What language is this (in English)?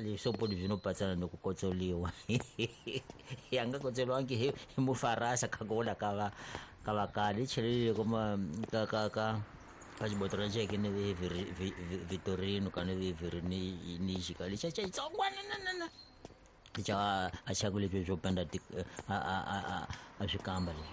Tsonga